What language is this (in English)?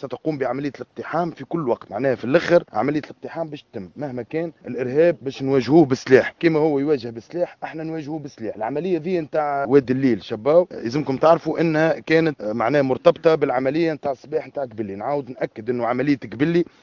Tunisian Arabic